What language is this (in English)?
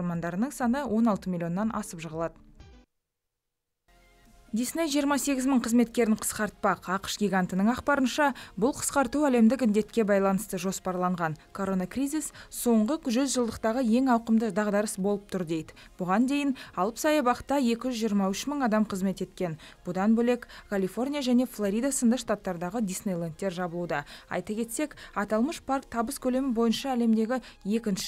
Kazakh